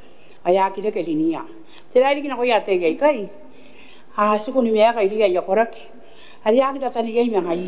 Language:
Gilbertese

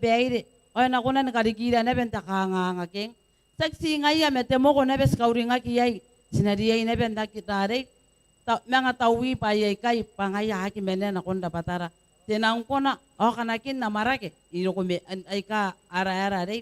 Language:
Gilbertese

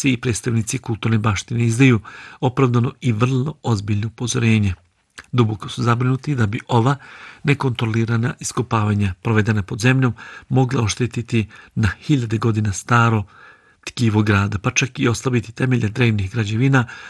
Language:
Bosnian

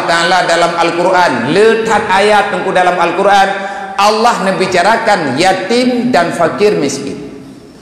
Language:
Achinese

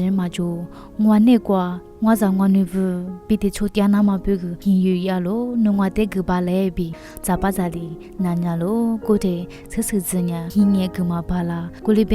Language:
Lisu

